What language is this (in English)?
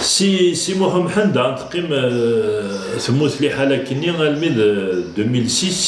Kabyle